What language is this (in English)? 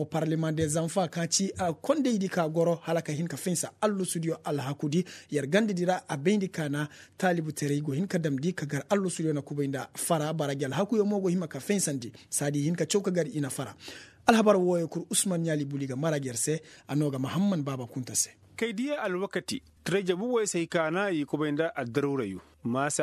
Koyraboro Senni